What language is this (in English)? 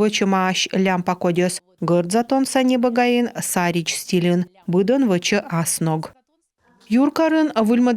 Komi